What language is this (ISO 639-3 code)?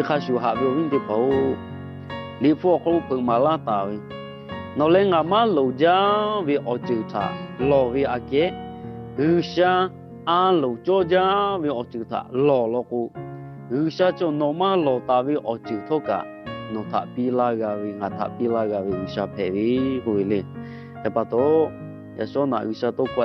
lhu